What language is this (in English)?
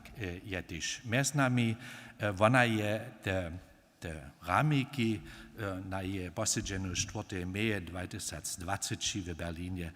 Upper Sorbian